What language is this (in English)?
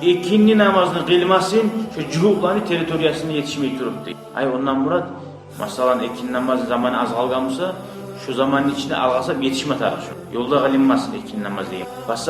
Kumyk